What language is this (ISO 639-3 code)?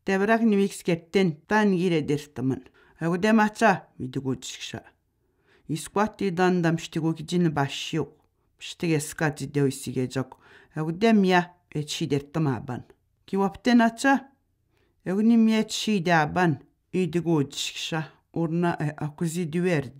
atj